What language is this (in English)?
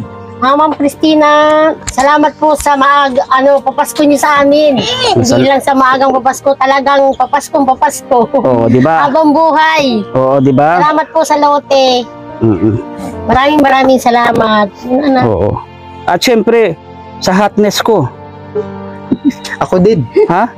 Filipino